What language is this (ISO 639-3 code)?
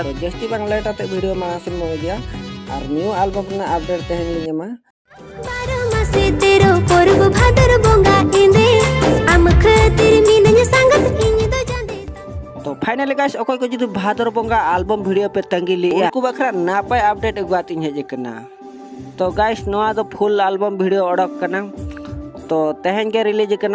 sat